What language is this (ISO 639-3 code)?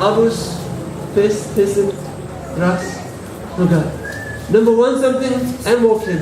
tpi